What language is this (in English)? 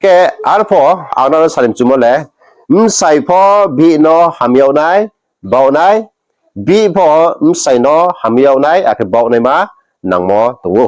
Riang (India)